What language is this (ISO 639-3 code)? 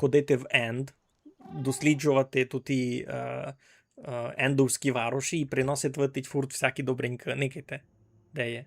rue